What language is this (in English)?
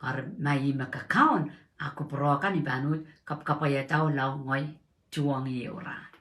Pohnpeian